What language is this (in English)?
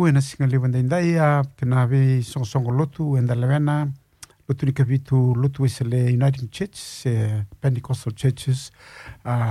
Fijian